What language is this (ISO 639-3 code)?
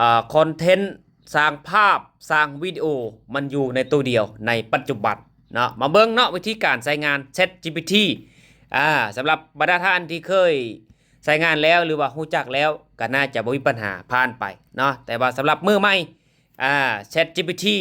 lao